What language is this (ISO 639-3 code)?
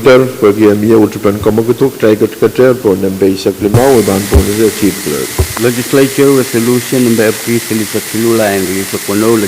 pon